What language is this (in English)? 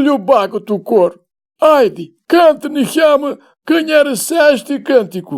Aromanian